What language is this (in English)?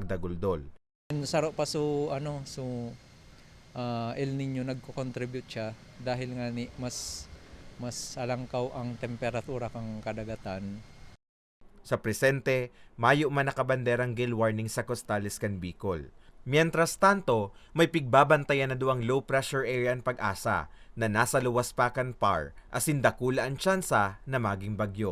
Bikol